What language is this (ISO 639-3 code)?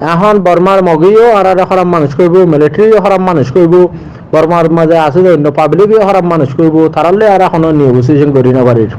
rhg